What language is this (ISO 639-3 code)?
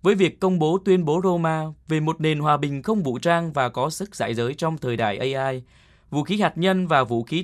vie